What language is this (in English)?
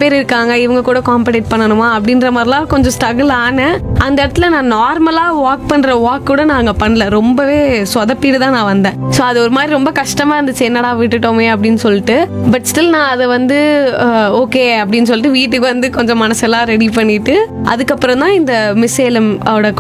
Tamil